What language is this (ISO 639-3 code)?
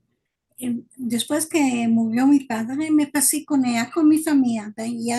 lad